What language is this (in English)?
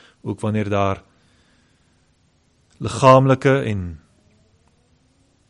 Afrikaans